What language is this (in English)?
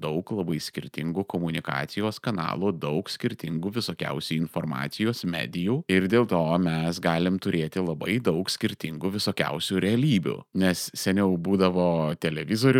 Lithuanian